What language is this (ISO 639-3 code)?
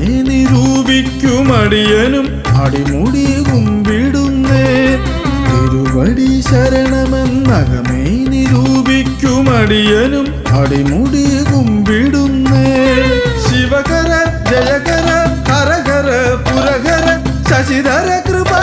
mal